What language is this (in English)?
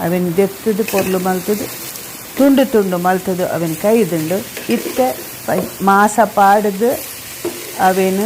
Tulu